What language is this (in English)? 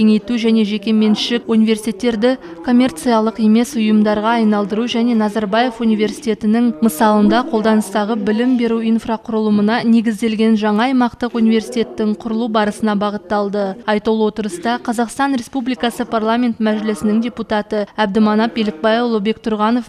Kazakh